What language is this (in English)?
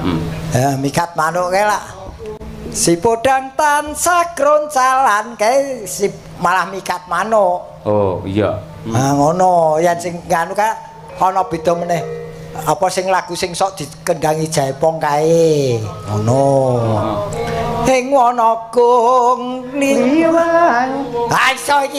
Javanese